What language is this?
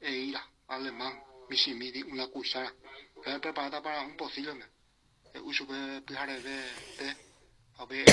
Guarani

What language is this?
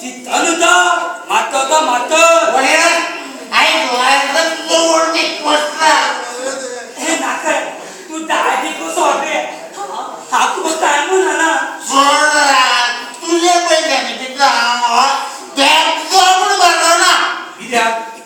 Konkani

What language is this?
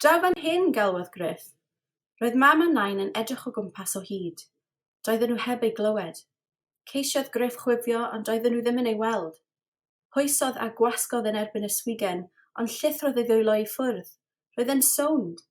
Welsh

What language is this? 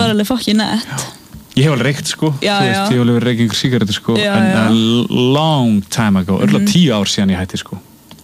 Icelandic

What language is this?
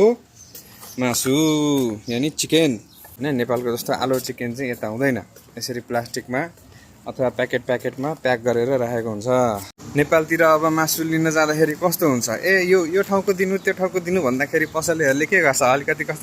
Nepali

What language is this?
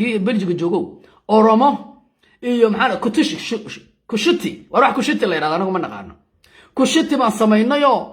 Somali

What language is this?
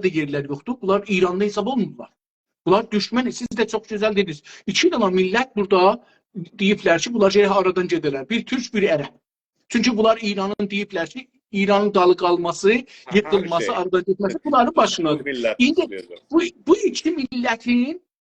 South Azerbaijani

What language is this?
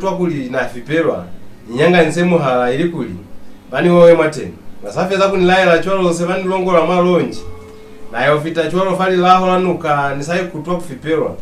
Lozi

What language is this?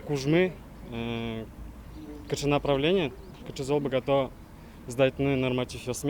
Udmurt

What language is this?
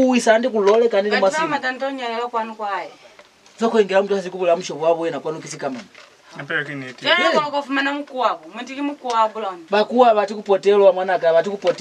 Lozi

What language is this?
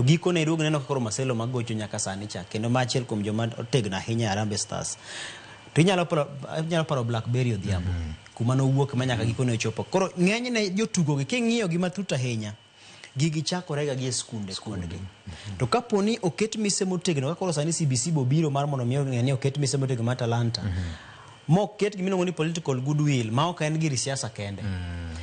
Luo (Kenya and Tanzania)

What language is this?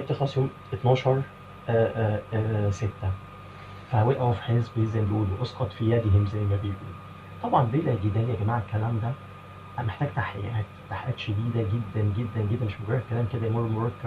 Egyptian Arabic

